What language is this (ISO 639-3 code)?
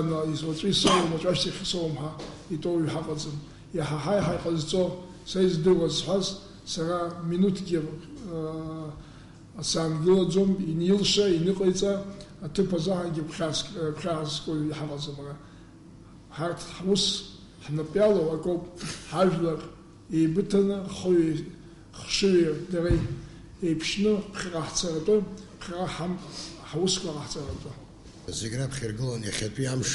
abk